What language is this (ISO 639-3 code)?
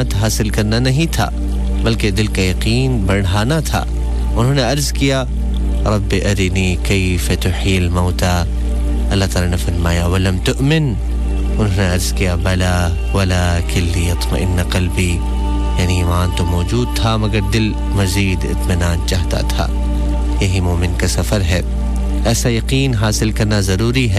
urd